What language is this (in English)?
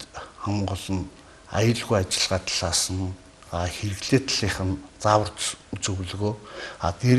Mongolian